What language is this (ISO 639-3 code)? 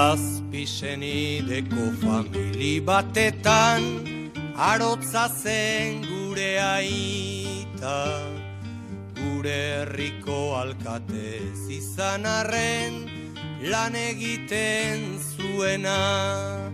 eus